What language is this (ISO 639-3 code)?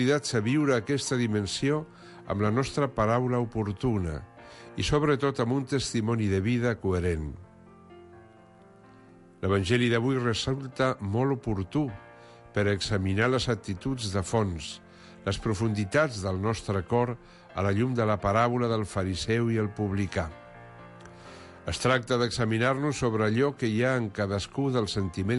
cat